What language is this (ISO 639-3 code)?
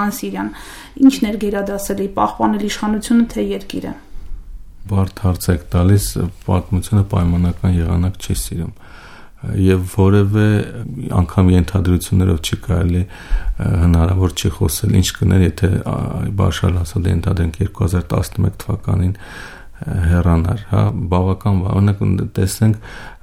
hye